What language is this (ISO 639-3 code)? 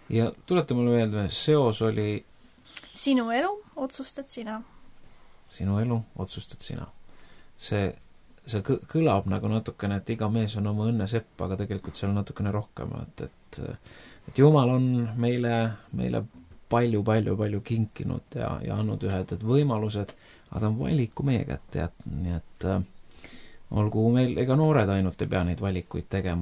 est